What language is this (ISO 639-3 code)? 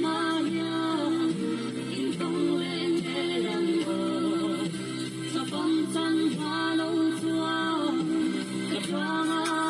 lus